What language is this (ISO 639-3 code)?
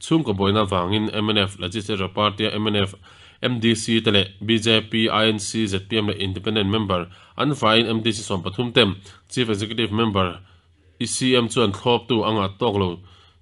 lus